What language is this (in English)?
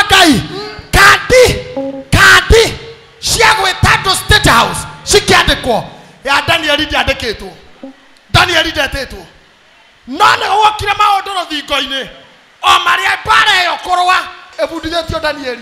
Kikuyu